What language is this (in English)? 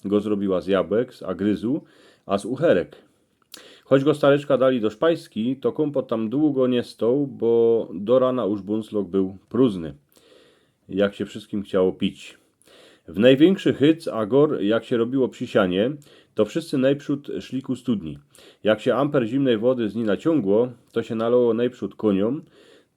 Silesian